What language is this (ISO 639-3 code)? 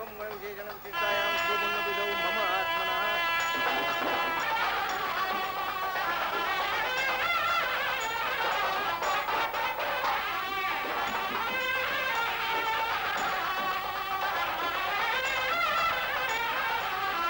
tel